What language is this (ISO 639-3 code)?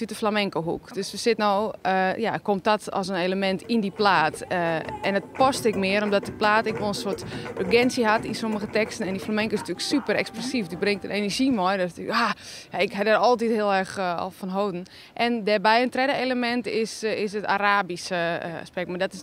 fry